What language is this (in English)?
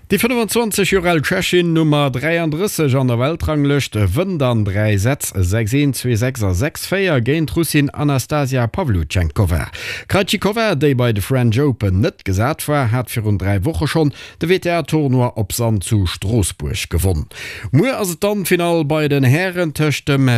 Luxembourgish